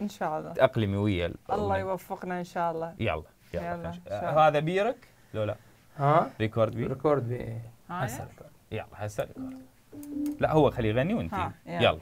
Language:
Mesopotamian Arabic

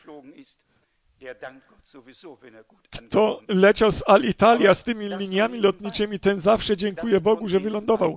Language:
Polish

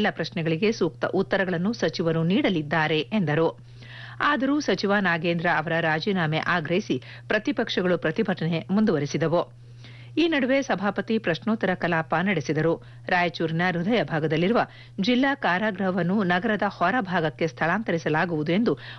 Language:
Kannada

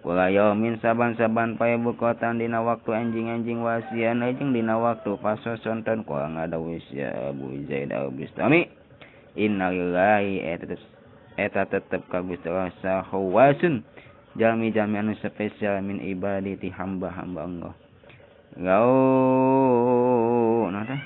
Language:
Sundanese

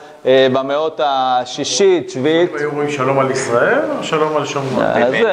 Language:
Hebrew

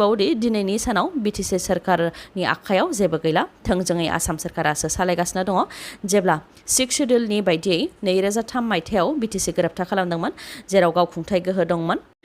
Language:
Bodo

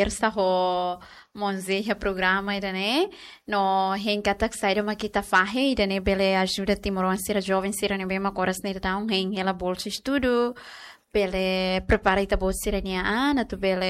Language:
Tetum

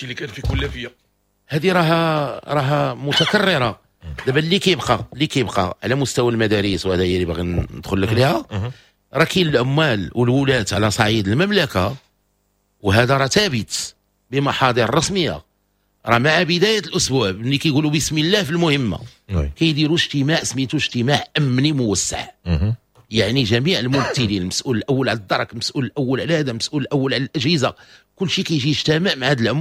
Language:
Moroccan Arabic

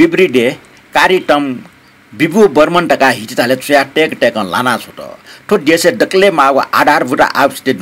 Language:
Newari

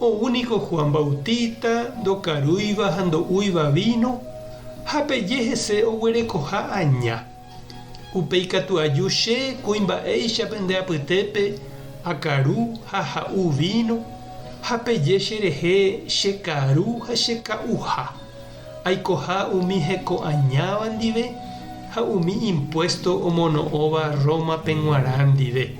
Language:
Guarani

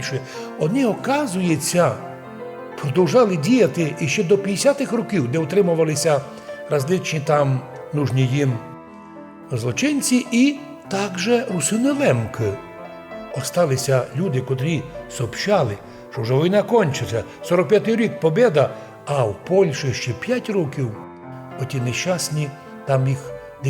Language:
Rusyn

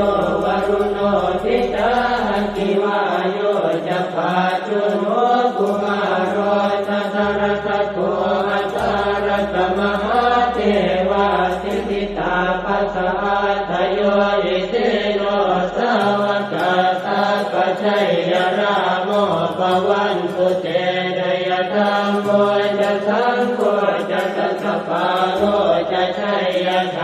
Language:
Pali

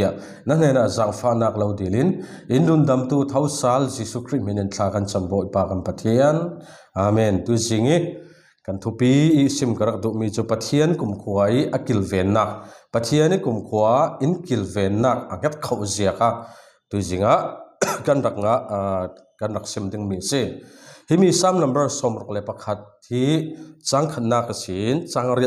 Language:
Falam Chin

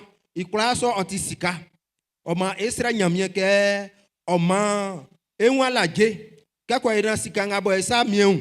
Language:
Baoulé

